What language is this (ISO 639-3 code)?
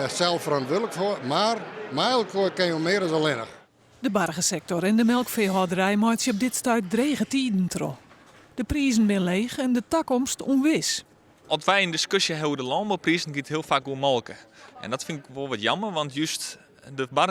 fry